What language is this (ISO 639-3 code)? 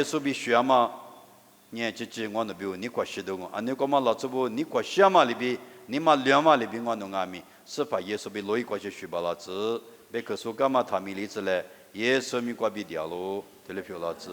lis